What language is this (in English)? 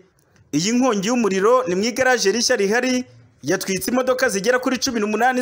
Kinyarwanda